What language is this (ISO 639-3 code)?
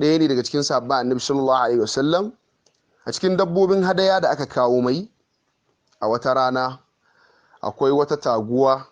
hau